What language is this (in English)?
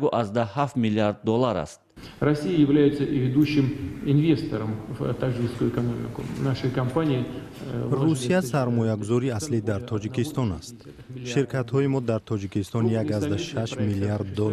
Tajik